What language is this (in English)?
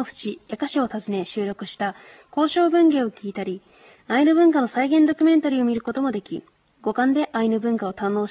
Japanese